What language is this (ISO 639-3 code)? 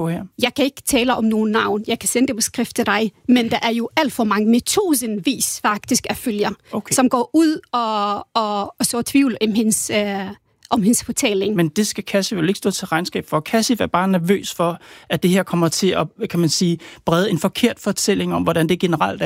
dan